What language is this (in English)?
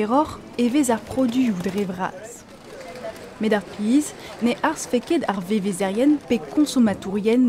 Breton